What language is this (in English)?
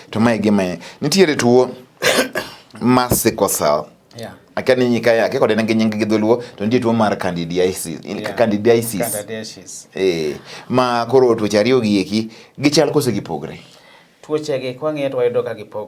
Luo (Kenya and Tanzania)